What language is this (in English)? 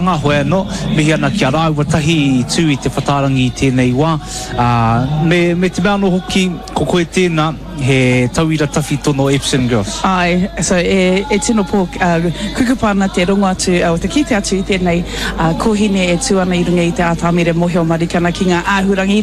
Māori